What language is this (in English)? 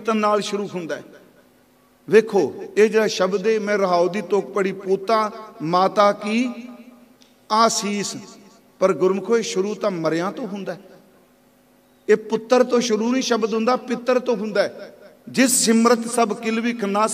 Punjabi